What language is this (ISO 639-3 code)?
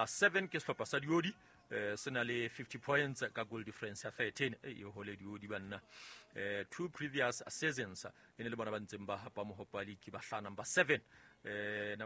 sot